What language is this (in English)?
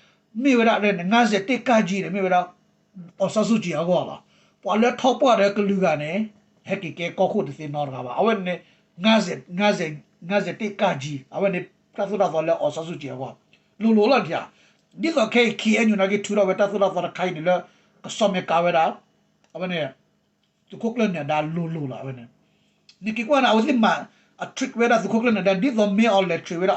S'gaw Karen